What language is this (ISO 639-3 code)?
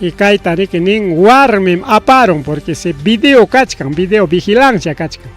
quy